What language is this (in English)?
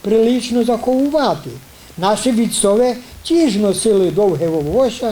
Rusyn